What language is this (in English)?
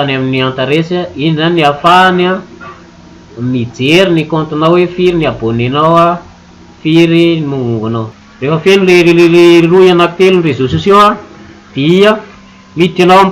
Malagasy